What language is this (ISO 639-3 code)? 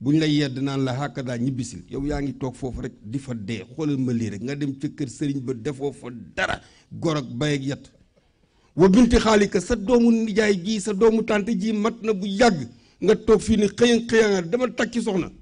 wol